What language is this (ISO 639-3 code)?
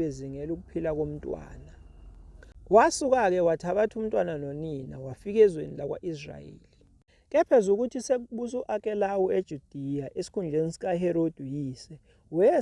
zul